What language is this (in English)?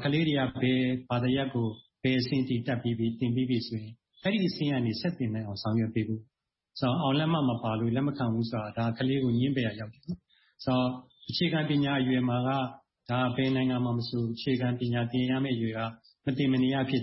Burmese